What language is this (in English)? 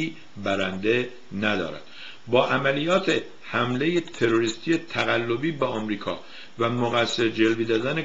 Persian